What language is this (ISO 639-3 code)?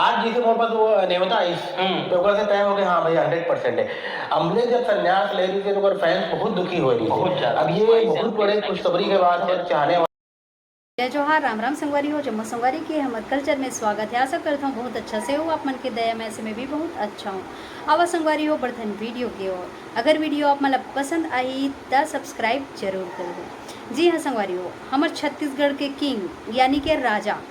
hne